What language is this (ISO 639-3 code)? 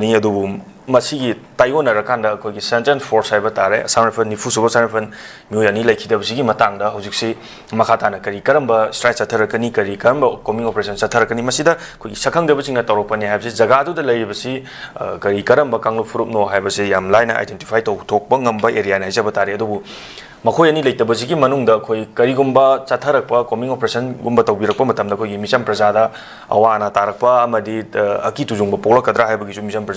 mni